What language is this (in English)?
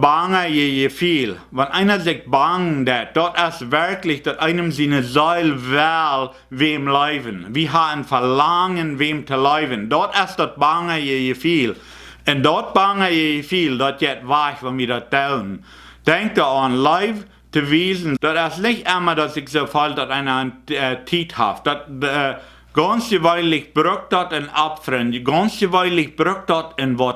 Plautdietsch